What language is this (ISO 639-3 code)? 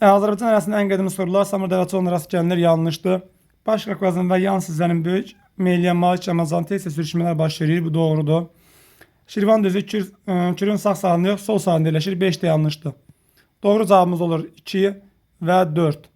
aze